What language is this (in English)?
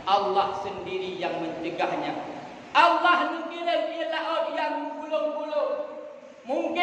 Achinese